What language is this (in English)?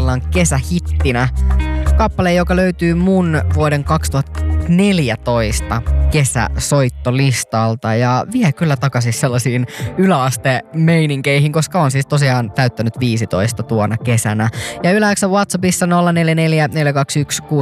Finnish